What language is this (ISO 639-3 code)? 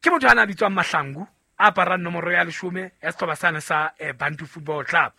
sot